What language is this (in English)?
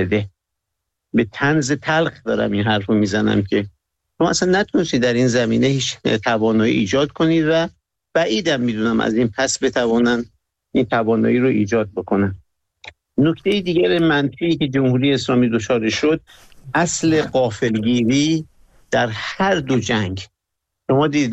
Persian